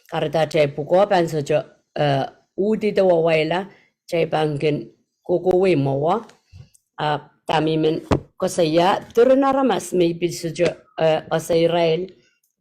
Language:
Pohnpeian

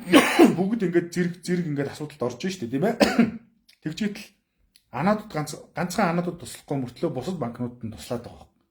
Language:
Mongolian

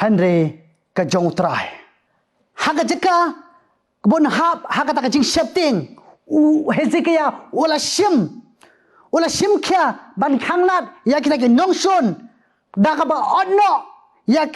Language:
Khasi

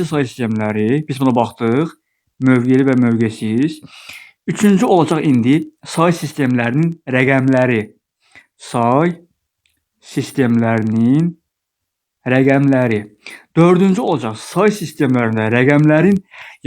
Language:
Azerbaijani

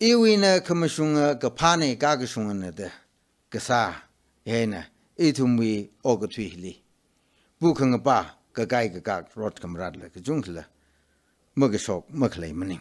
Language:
Tangkhul Naga (India)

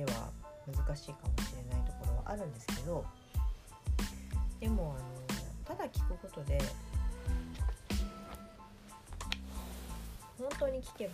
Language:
Japanese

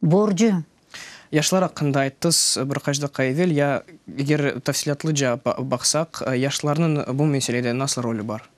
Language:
Crimean Tatar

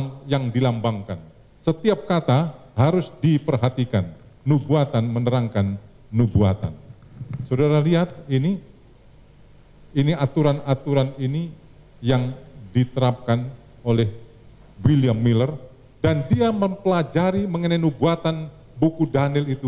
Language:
Indonesian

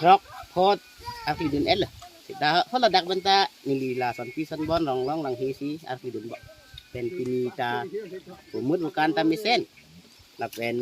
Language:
Karbi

